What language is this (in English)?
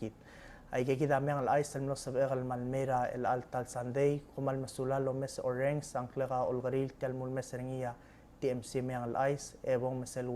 Palauan